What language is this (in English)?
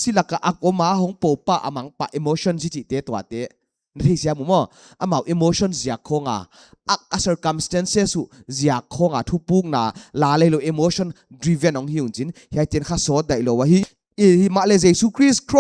Paite Chin